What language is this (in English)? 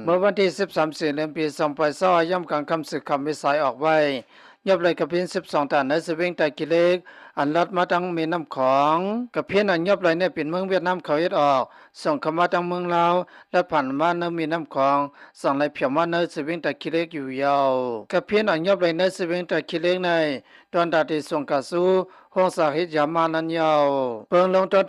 Shan